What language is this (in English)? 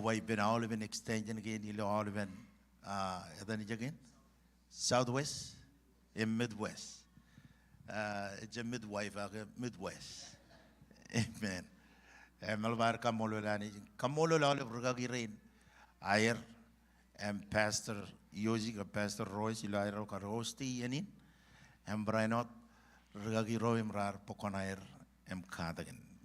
Marshallese